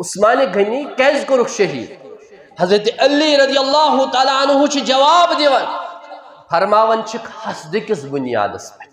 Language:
Kashmiri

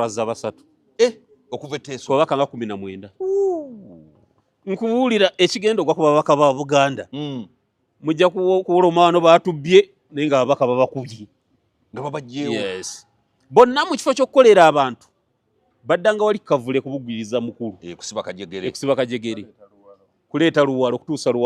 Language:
Ganda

